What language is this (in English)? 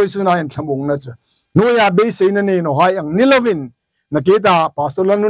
Hmar